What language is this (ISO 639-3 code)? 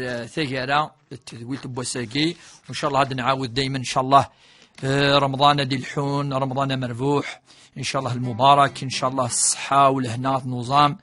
kab